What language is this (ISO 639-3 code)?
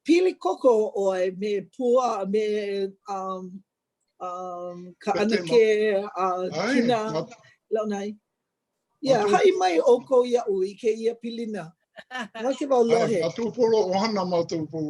haw